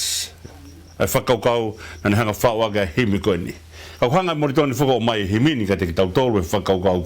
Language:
Tongan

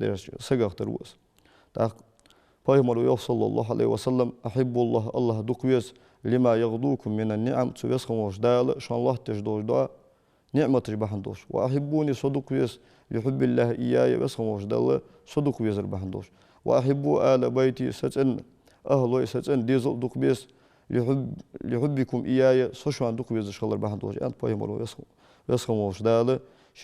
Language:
Ingush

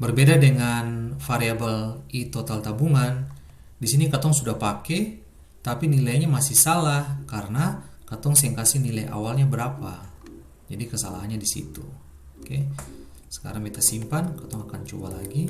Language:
Ambonese Malay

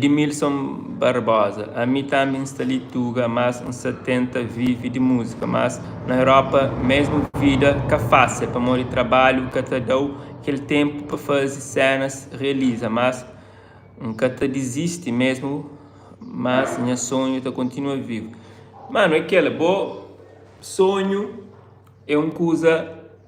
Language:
Kabuverdianu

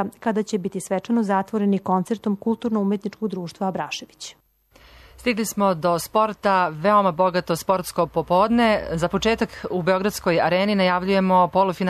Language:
Serbian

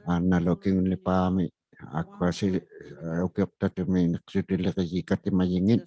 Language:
Inuktitut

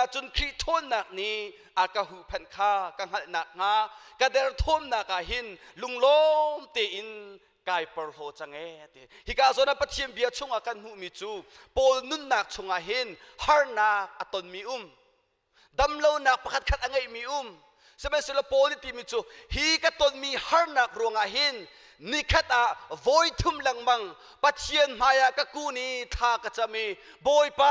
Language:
Hakha Chin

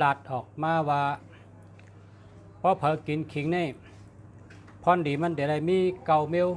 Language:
Shan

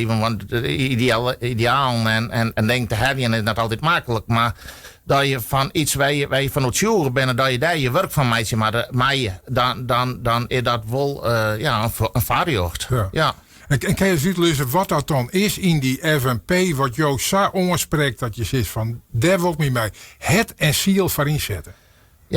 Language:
Western Frisian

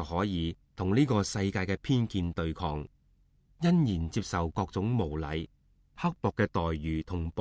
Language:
Cantonese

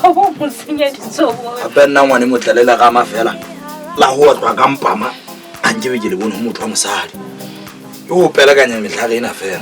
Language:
Southern Sotho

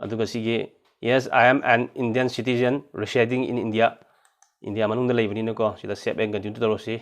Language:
Manipuri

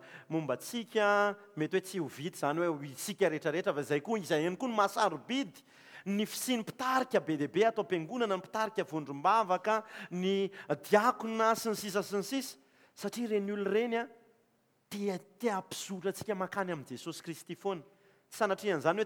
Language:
Malagasy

